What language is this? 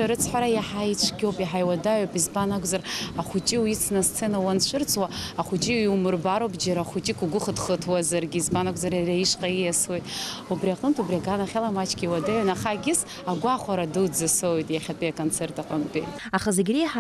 Abkhazian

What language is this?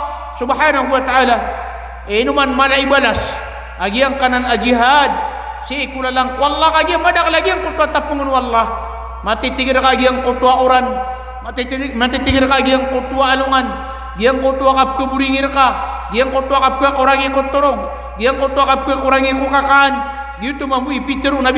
Maranao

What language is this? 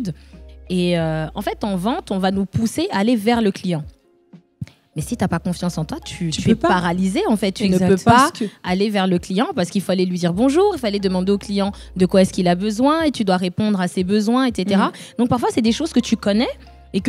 French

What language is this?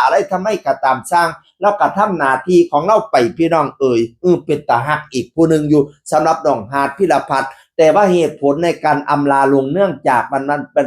Northeastern Thai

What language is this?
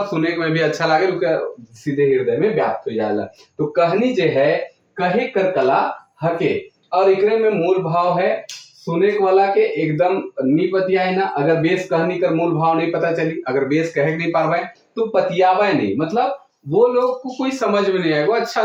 Sadri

